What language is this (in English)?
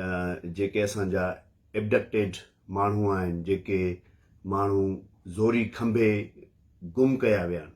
Sindhi